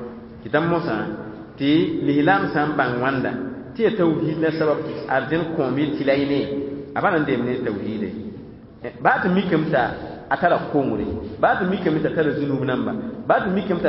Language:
Mossi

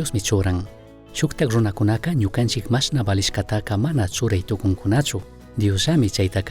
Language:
Chimborazo Highland Quichua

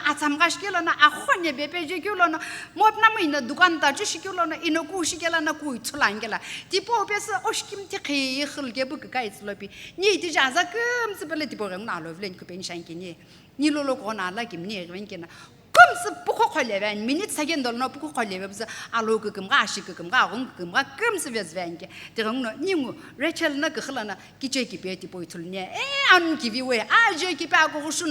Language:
Sumi Naga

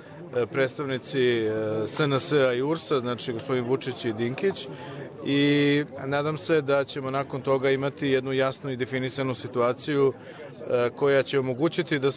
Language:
Croatian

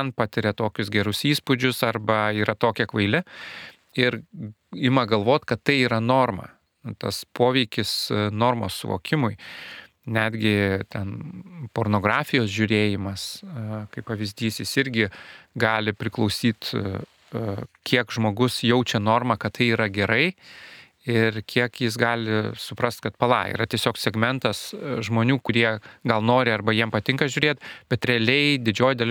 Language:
Lithuanian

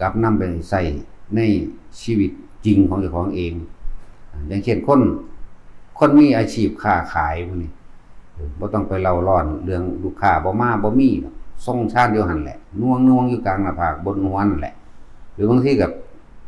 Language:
Lao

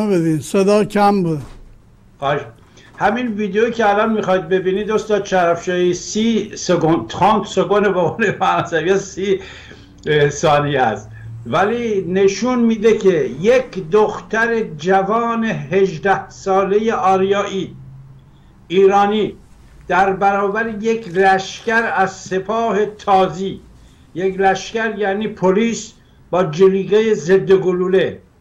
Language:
Persian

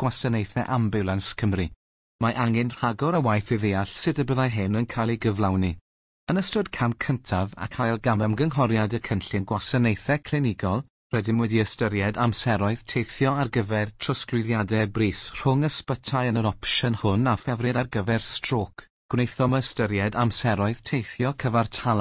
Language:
Welsh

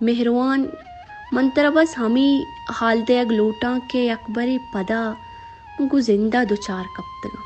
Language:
Baluchi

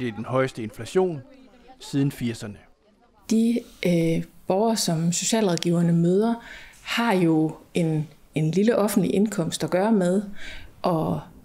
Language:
Danish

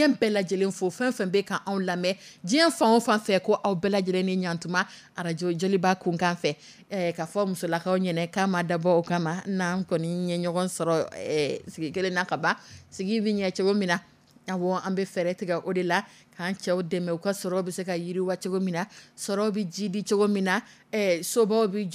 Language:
Dyula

